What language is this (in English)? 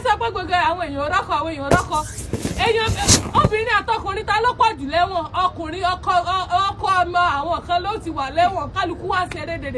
Yoruba